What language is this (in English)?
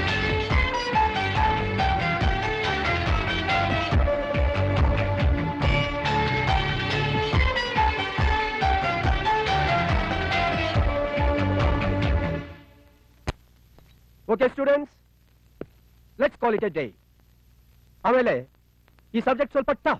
Kannada